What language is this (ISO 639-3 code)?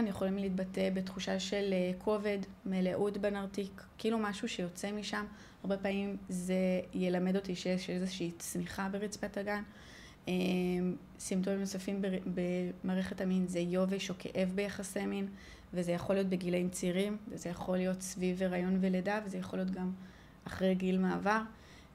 heb